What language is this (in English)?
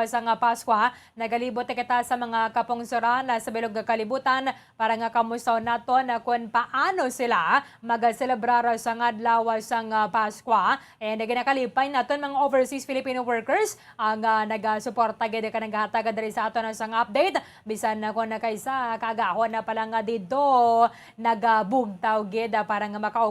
Hiligaynon